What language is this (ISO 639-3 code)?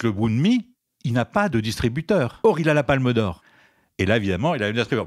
fra